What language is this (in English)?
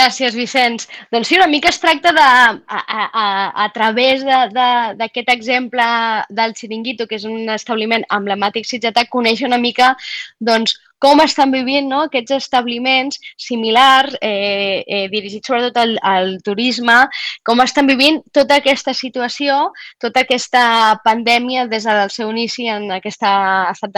Catalan